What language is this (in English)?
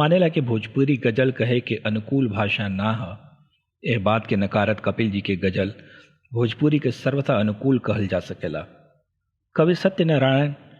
Bhojpuri